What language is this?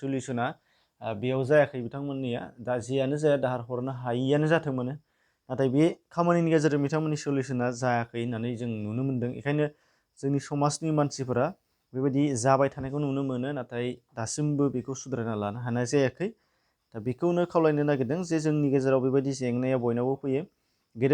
Bodo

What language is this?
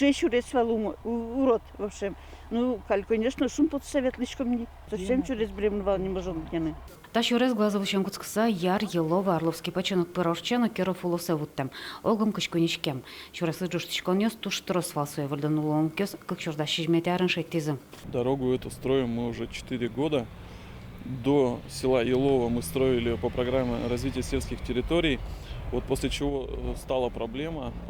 Udmurt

